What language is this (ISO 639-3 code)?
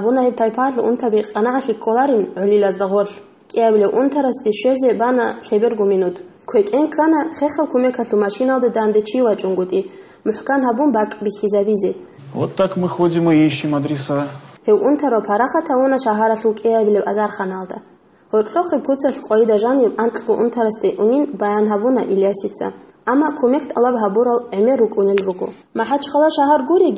ava